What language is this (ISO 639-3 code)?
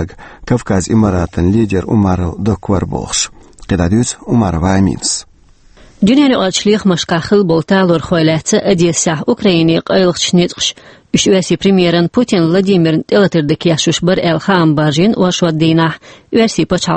che